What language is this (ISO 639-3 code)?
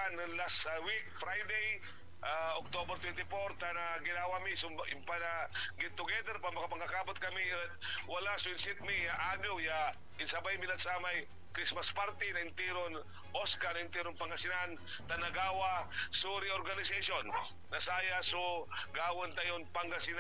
pag